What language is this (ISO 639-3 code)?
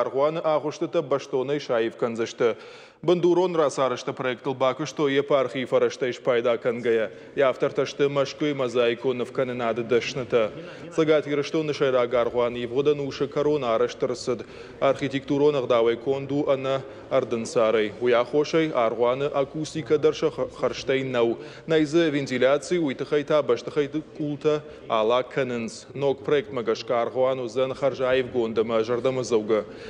oss